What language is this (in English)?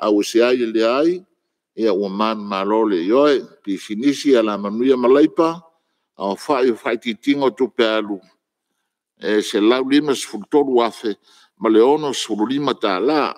Samoan